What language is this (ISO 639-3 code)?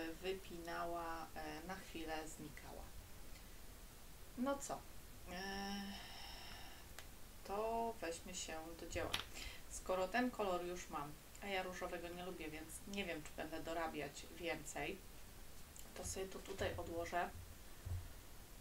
pol